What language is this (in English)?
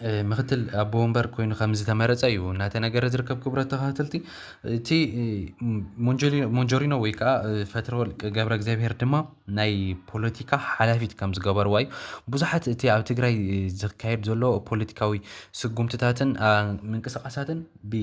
Tigrinya